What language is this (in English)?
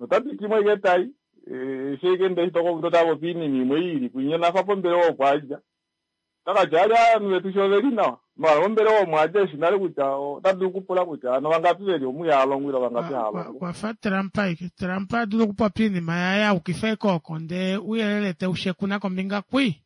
Kuanyama